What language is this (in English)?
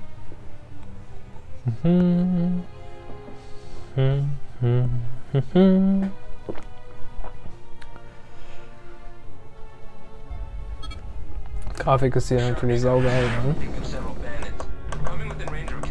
German